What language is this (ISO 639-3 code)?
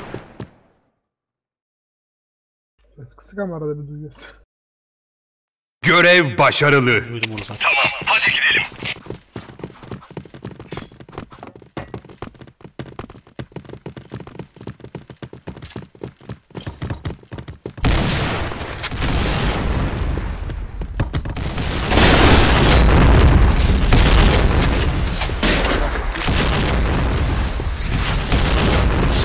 tur